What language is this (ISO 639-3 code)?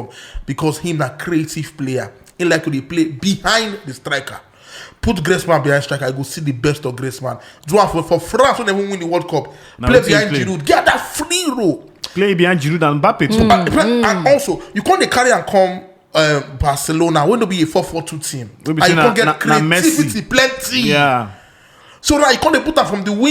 pcm